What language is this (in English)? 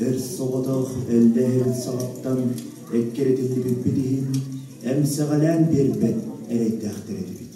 Yakut